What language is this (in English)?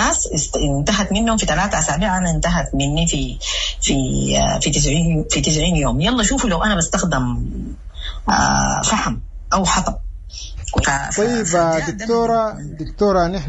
Sudanese Arabic